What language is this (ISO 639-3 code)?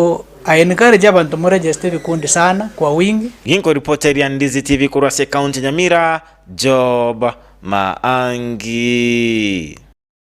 guz